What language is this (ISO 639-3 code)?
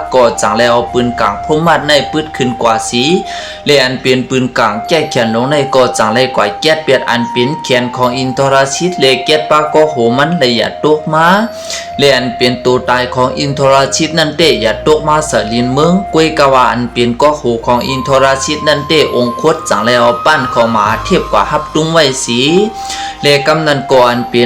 shn